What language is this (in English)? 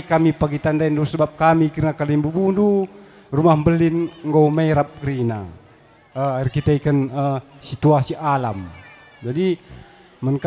Batak Karo